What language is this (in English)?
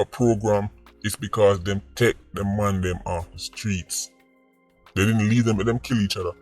Jamaican Creole English